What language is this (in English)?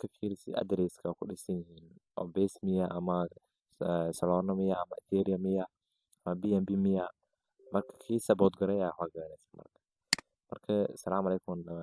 Somali